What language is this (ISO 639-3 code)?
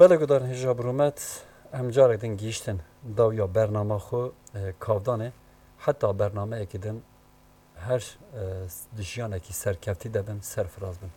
kur